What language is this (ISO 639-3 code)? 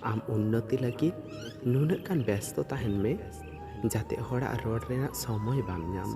sat